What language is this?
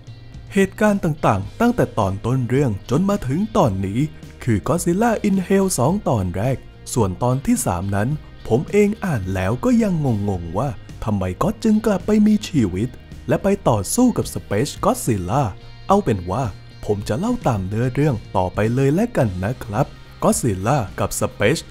Thai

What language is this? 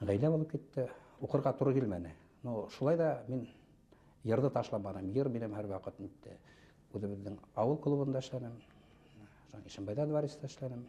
Bashkir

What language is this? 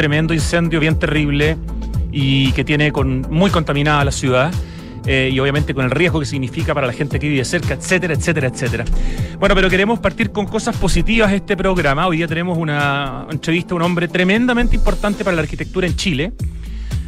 Spanish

